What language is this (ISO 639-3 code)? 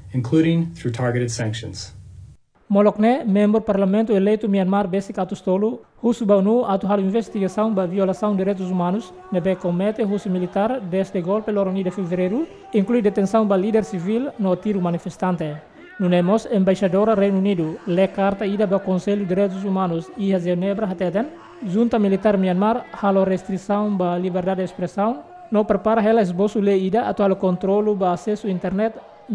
tet